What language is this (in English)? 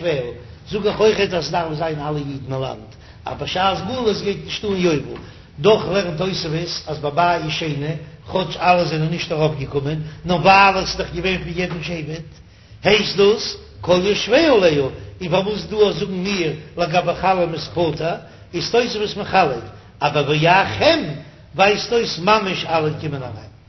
Yiddish